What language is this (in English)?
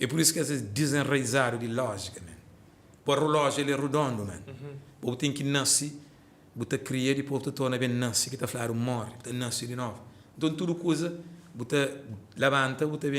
Kabuverdianu